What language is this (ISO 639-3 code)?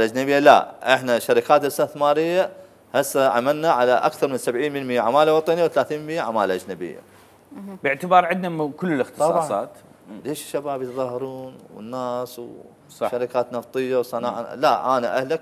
acm